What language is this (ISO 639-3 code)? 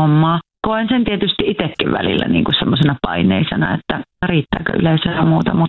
fin